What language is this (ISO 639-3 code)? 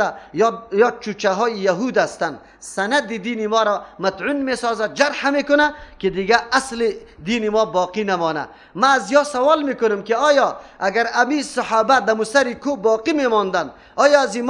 fas